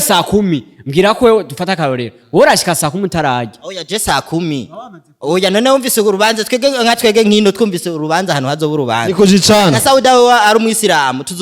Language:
Rundi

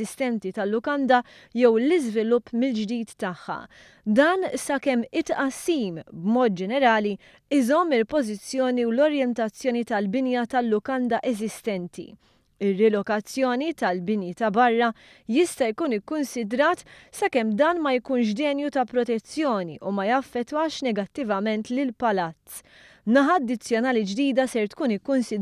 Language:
Maltese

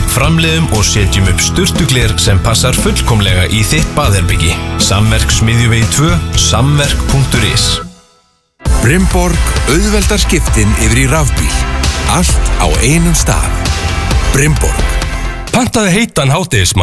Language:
Icelandic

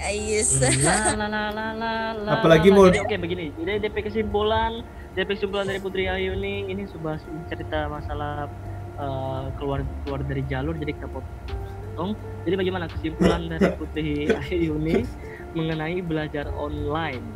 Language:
Manado Malay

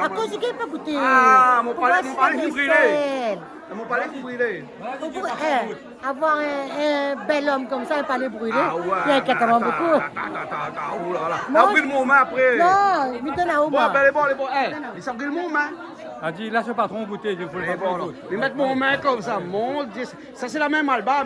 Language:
Réunion Creole French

